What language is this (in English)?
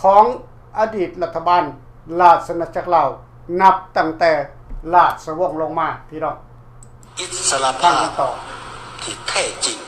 Lao